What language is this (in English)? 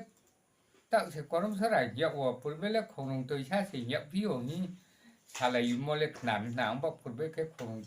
Riang (India)